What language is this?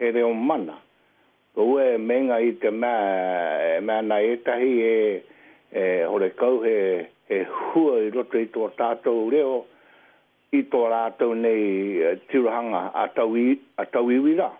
Māori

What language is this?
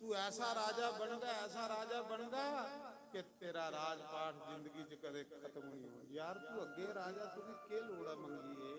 Dogri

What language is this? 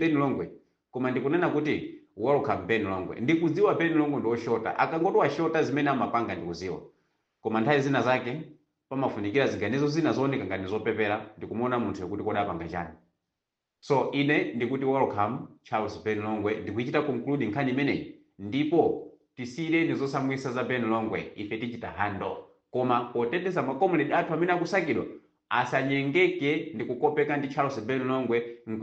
Nyanja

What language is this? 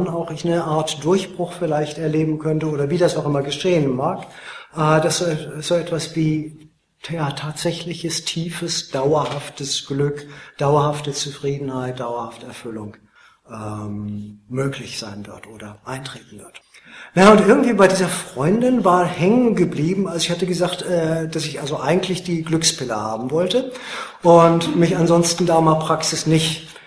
German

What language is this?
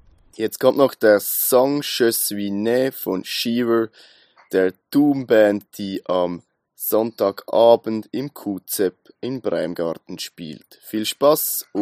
German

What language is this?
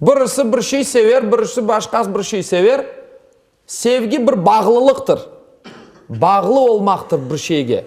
Crimean Tatar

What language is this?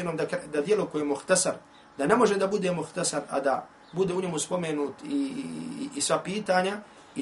Bosnian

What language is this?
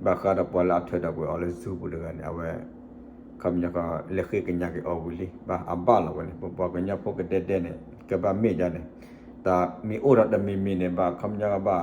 S'gaw Karen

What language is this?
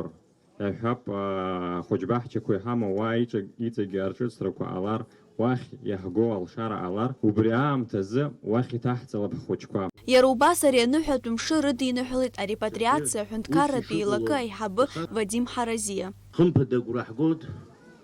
Abkhazian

